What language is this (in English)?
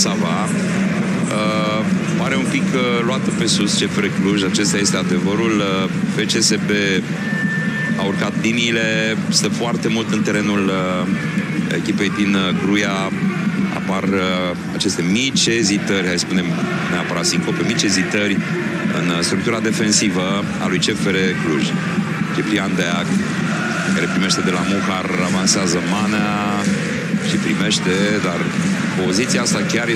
Romanian